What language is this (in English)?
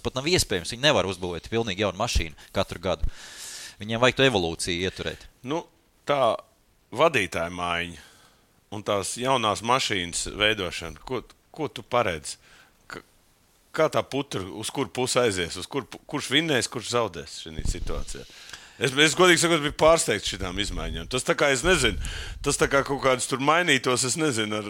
Latvian